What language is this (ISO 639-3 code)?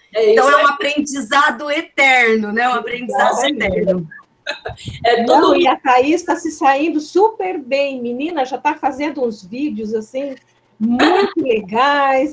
por